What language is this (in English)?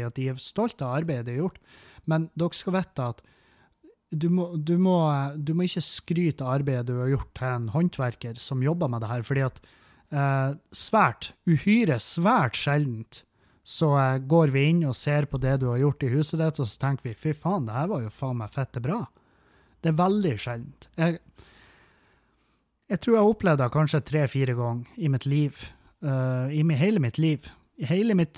Norwegian